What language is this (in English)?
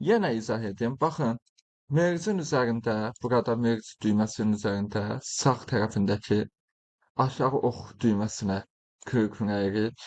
Azerbaijani